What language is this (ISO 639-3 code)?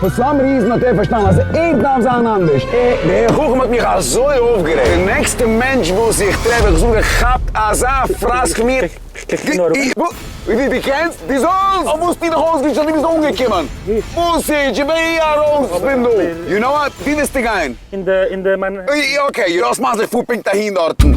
yid